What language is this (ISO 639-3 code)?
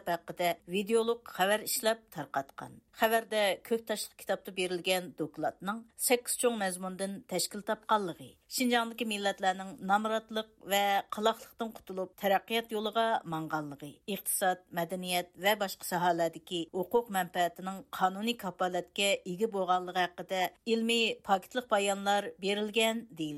uig